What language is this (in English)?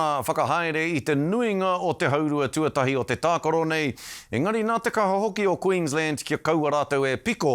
Māori